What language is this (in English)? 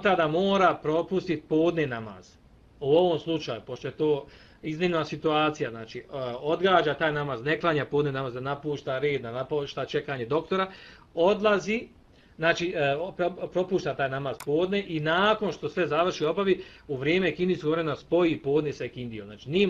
Bosnian